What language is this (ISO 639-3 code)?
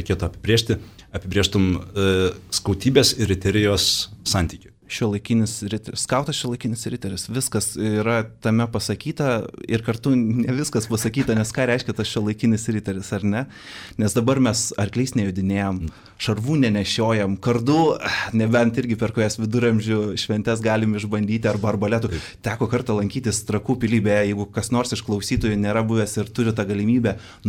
lit